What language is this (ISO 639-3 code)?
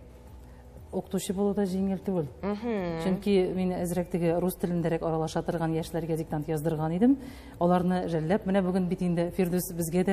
tat